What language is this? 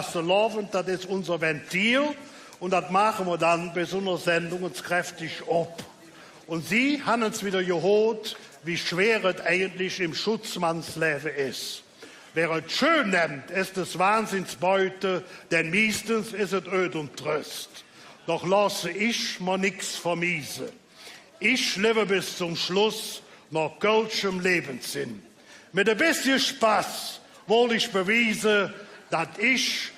Colognian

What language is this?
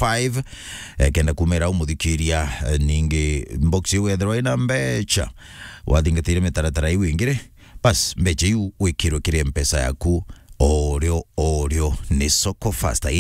Meru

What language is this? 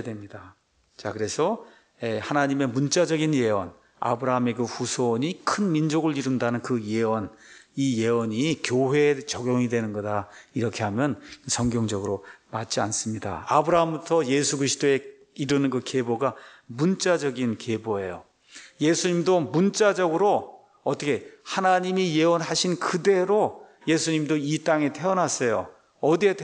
Korean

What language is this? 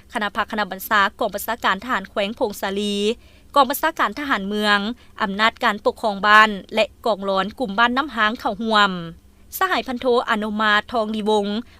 Lao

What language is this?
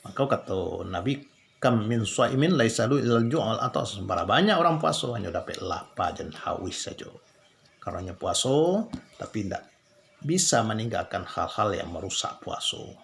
Minangkabau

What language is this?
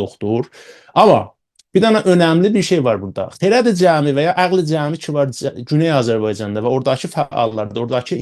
South Azerbaijani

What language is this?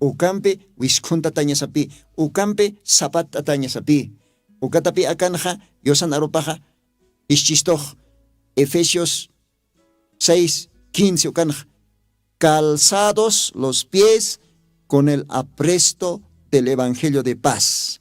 Aymara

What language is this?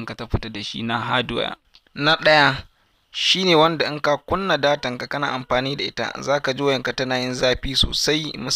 Hausa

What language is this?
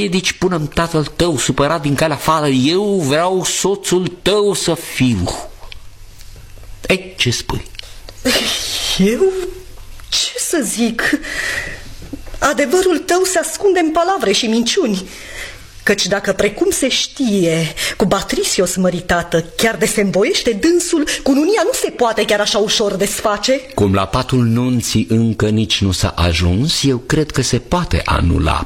Romanian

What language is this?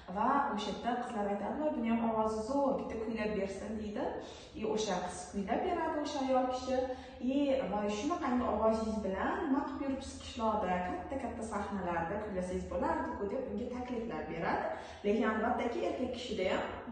Uzbek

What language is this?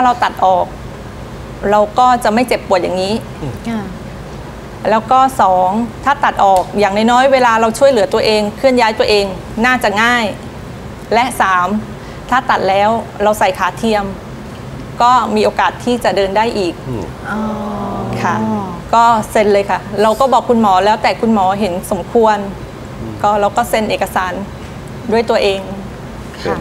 Thai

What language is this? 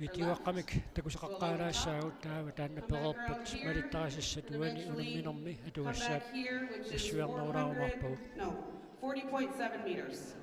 Kalaallisut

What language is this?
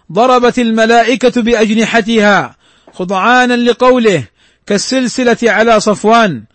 Arabic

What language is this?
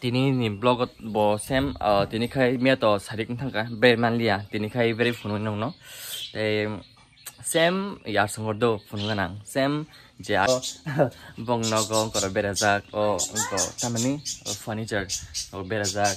Kok Borok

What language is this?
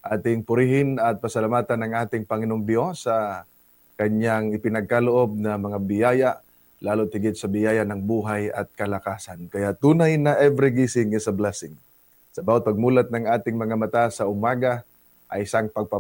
Filipino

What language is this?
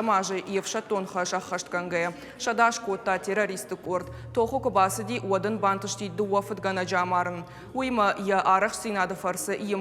Ossetic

